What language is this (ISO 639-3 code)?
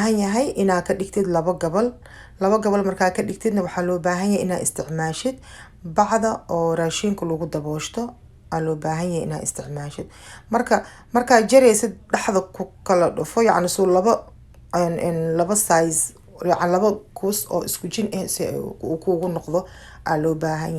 som